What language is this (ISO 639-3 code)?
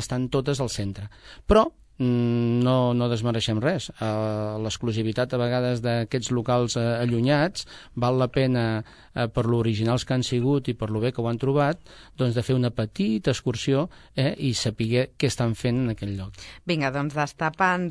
cat